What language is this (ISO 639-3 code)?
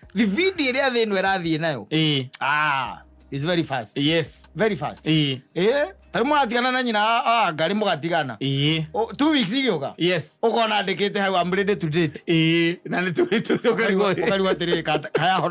kik